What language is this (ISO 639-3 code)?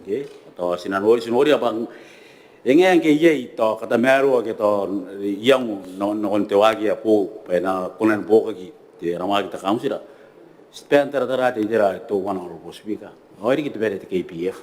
gil